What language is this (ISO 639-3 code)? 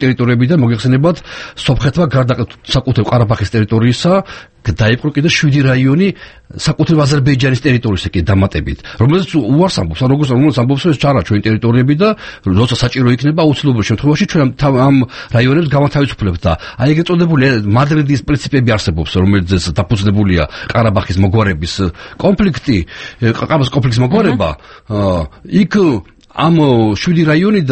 kat